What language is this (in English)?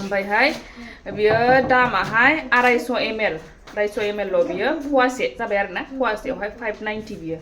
Bodo